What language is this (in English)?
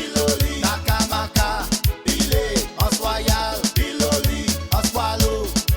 Seselwa Creole French